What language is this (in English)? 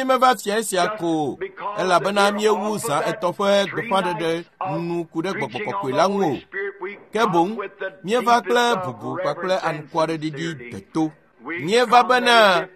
Ewe